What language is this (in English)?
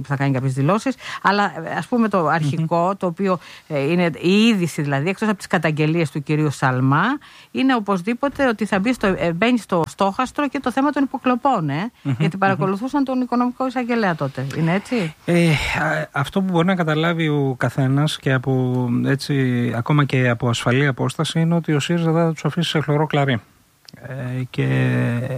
Greek